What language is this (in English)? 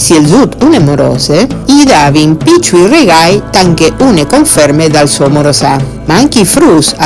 Friulian